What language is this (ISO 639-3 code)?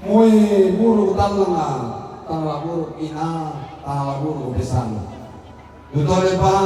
sda